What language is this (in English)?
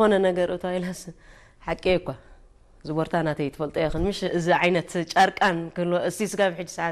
Tigrinya